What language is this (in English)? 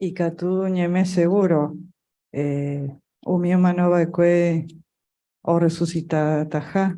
Guarani